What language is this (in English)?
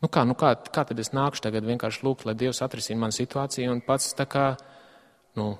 Latvian